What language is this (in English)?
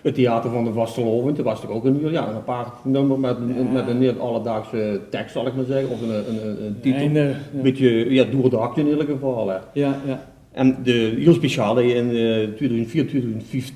Limburgish